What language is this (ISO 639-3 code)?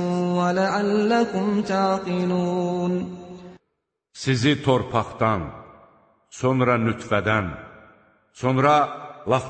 aze